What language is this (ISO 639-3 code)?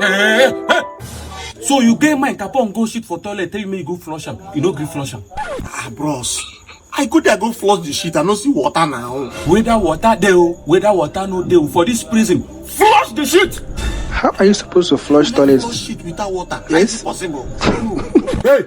pcm